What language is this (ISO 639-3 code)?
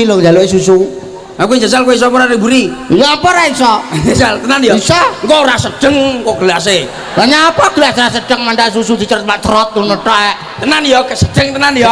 jav